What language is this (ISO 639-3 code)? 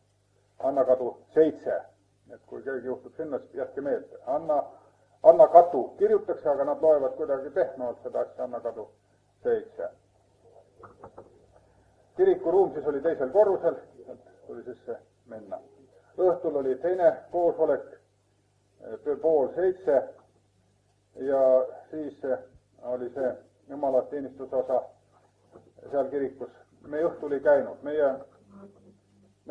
est